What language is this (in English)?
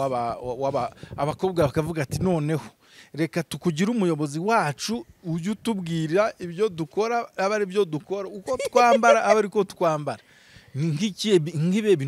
Kinyarwanda